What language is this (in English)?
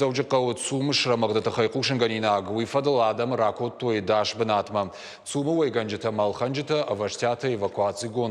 Ossetic